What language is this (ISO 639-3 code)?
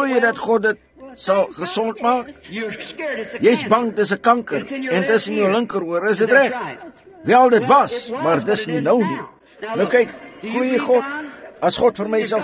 afr